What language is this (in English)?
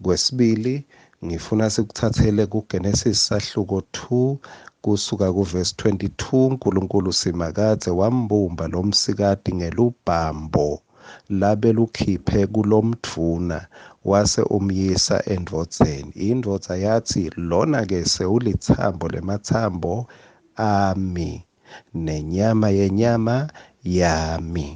Swati